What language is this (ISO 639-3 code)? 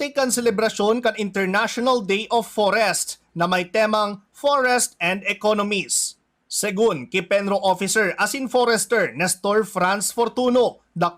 bik